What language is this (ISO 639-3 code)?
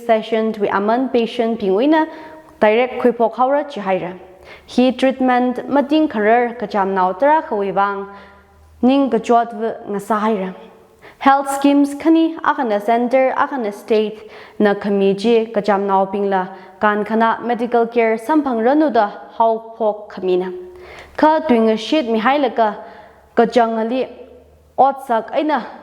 nmf